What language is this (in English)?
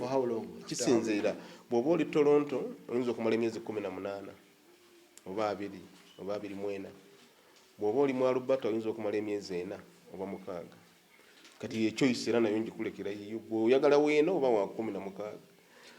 Ganda